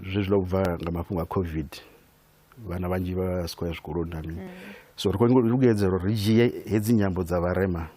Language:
Venda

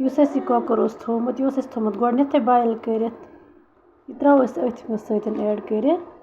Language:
Kashmiri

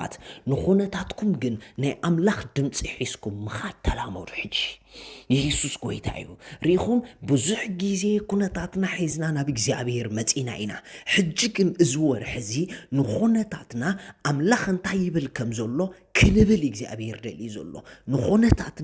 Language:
Tigrinya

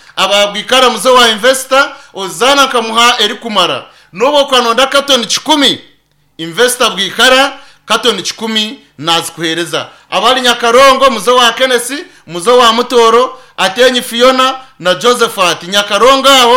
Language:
Nyankole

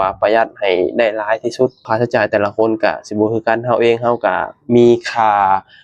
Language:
Lao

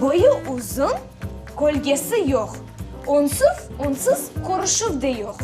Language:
Crimean Tatar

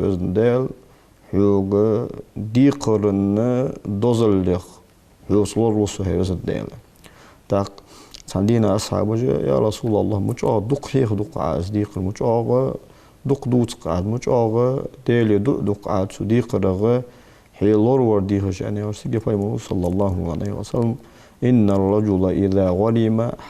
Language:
Ingush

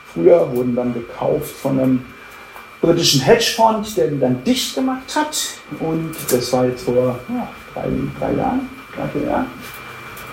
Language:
German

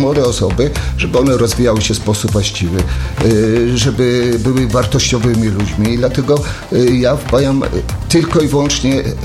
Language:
Polish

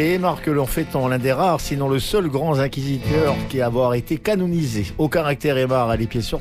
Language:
French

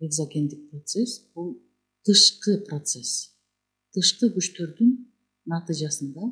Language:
Kyrgyz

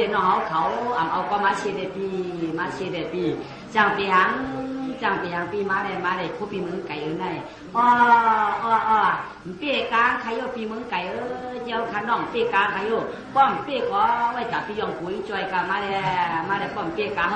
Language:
Shan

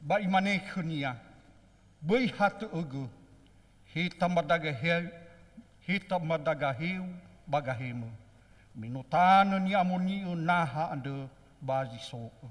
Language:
Nias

